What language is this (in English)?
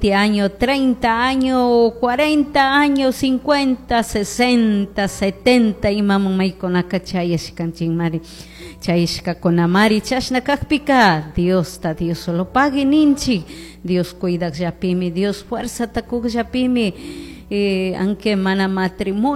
Chimborazo Highland Quichua